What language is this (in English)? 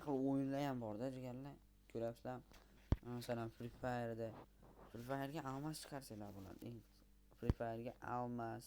Uzbek